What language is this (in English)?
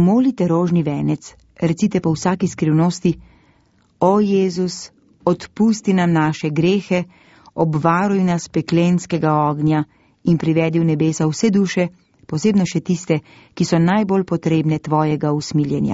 Slovenian